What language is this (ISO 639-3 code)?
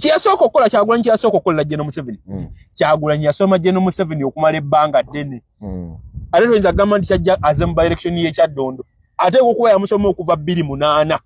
lug